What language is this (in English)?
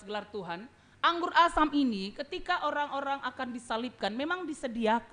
Batak Karo